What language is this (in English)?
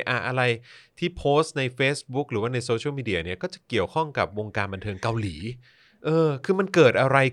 Thai